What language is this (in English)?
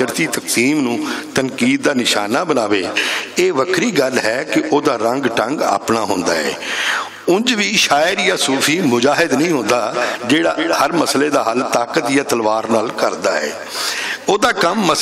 Western Panjabi